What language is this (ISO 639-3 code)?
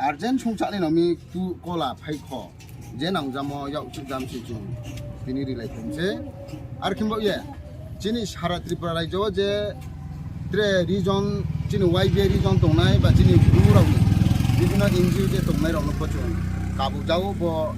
ria